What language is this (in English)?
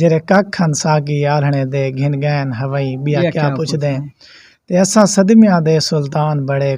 Saraiki